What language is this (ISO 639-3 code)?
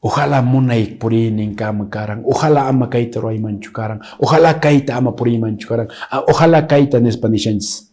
que